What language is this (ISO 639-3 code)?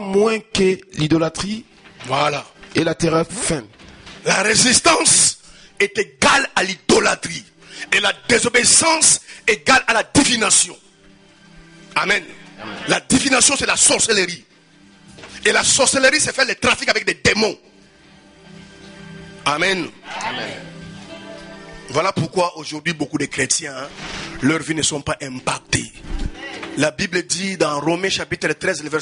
fra